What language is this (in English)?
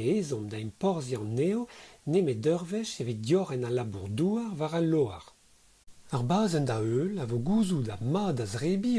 Breton